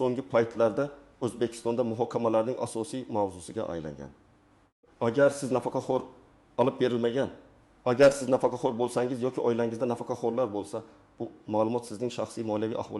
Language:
Uzbek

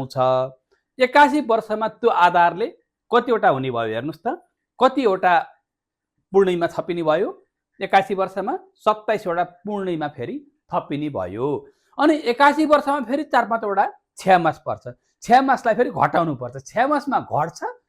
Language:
Nepali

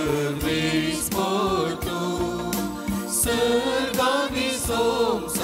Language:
Konkani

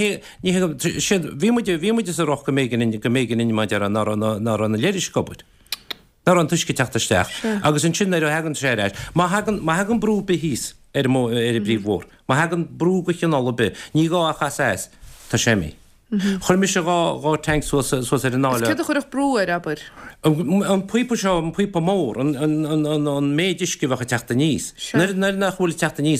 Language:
Irish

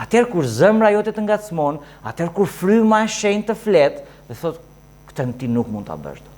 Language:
Albanian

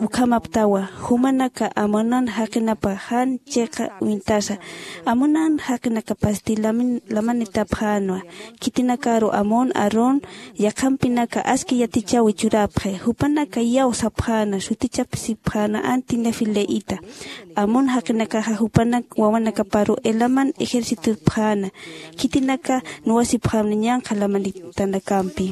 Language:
Aymara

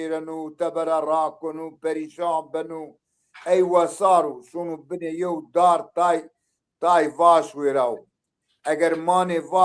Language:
Zaza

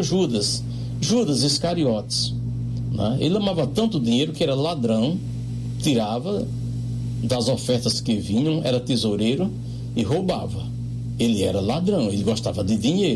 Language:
Portuguese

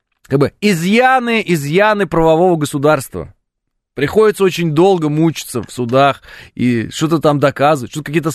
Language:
Russian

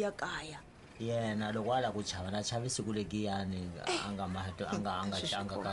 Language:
Tsonga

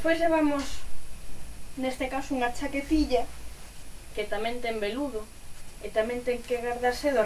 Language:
Galician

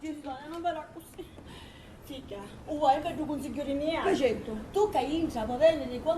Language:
Sicilian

